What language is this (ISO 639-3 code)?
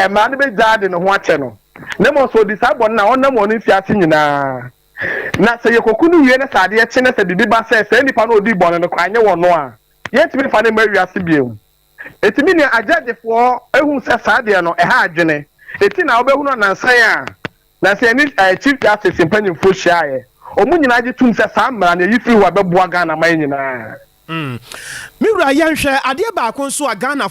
aka